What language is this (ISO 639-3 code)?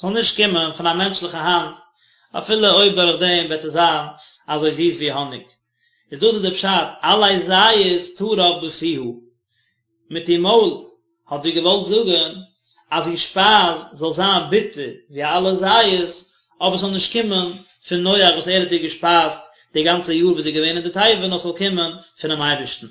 yid